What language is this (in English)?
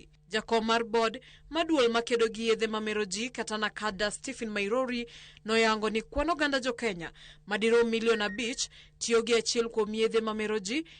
Luo (Kenya and Tanzania)